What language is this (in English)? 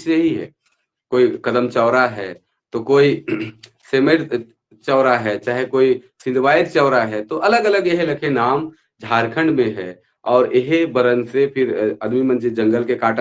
Sadri